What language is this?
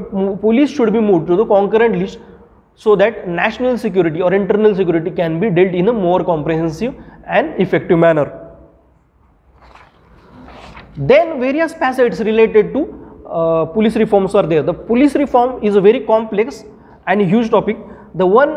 English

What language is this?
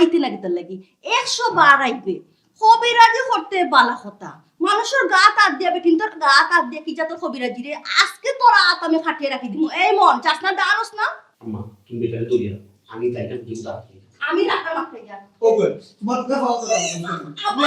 Sylheti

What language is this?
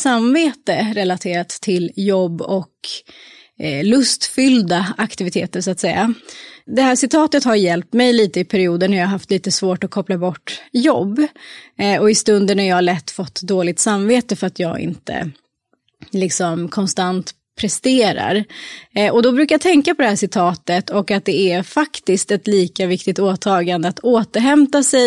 Swedish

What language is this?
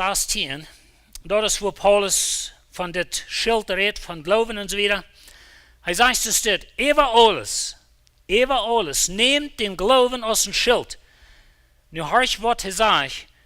Plautdietsch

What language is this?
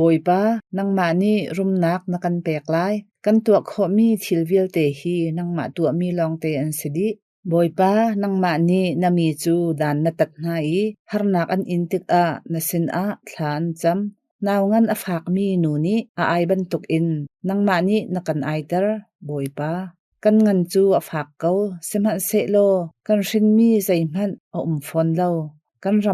Hakha Chin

